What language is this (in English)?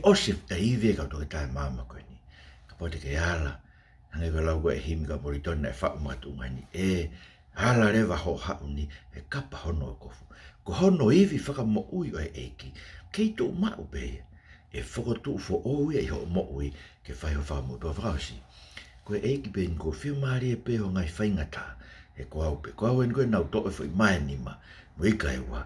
Tongan